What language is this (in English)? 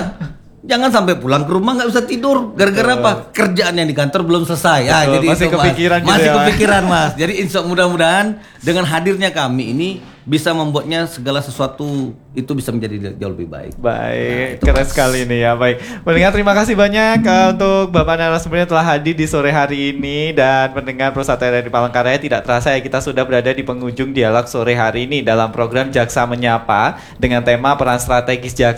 Indonesian